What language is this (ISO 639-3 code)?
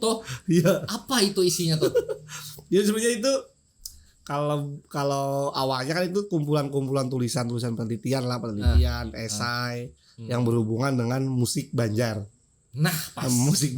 bjn